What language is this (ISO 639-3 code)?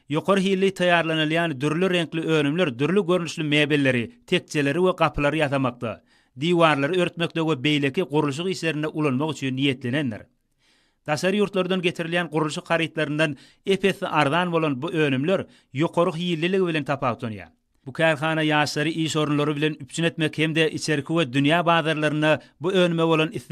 tuk